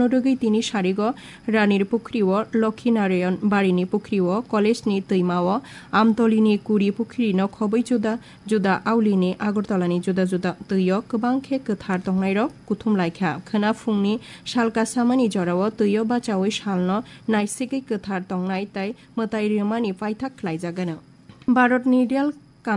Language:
Kok Borok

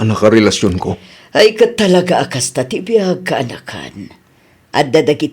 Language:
Iloko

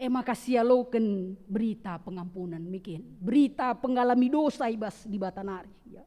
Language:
Batak Karo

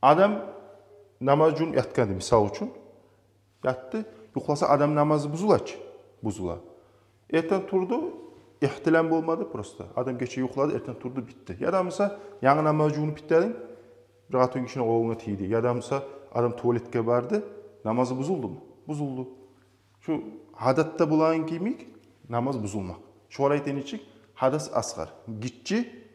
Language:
Kumyk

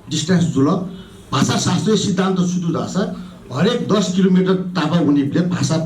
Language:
Newari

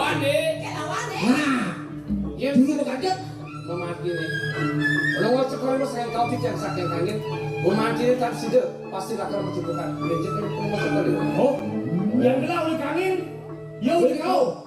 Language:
Balinese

